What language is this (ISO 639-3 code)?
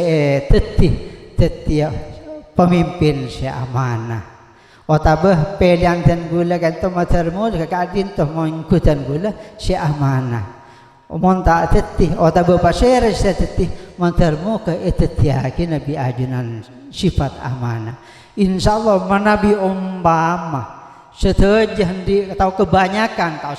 mad